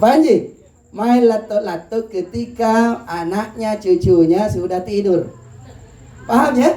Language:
Makasar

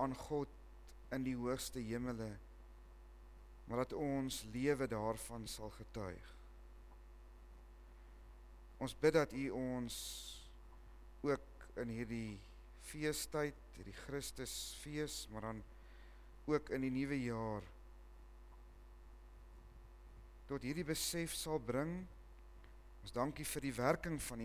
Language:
Afrikaans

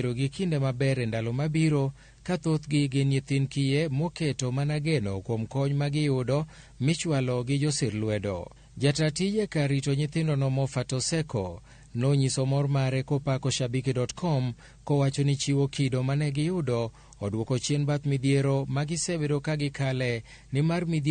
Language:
Luo (Kenya and Tanzania)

